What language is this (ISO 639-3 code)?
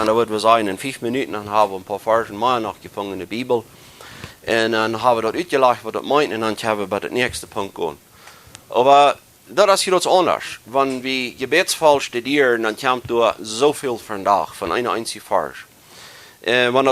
pdt